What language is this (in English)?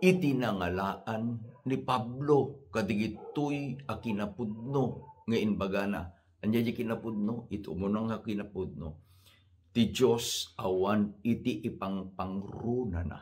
Iloko